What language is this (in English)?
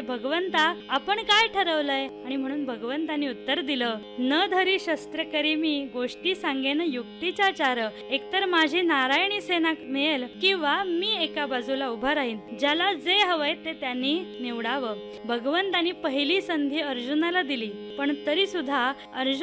Marathi